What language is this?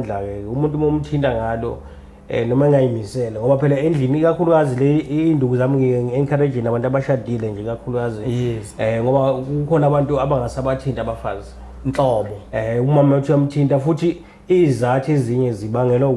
Zulu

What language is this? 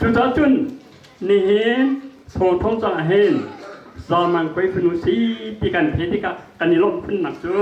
Hakha Chin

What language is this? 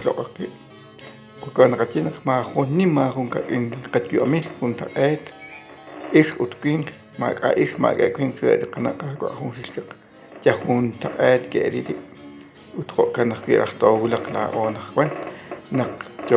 Kekchí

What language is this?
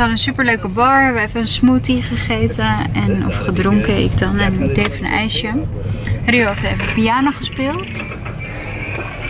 Dutch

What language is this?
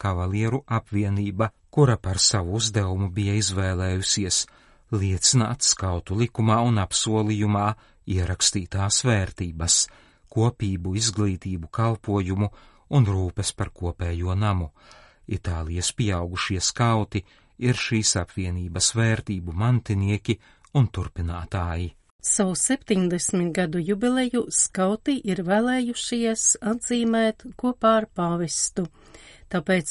Latvian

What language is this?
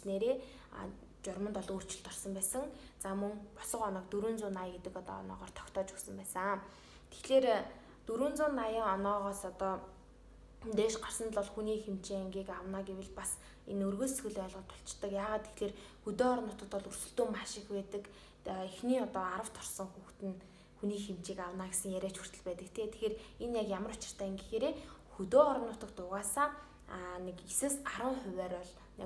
Mongolian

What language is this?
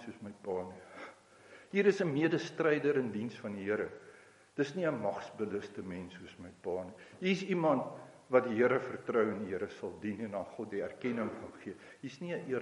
Afrikaans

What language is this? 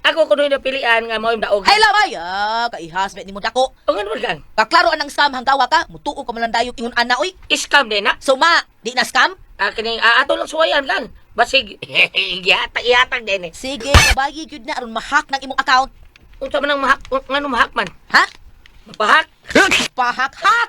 Cebuano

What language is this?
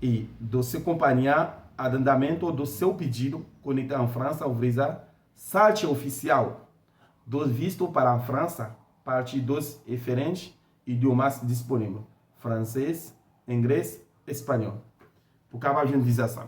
Haitian Creole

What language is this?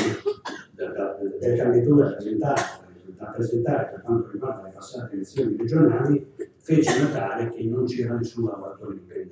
Italian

